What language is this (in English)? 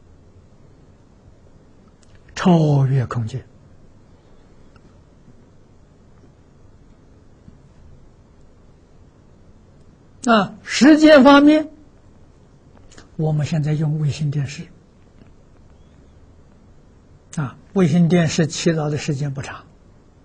Chinese